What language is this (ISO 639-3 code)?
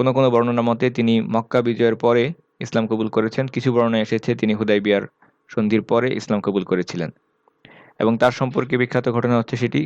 ben